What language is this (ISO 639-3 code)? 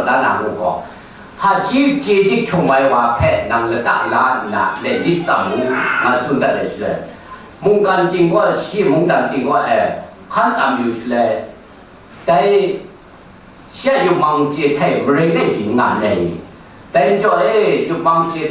kac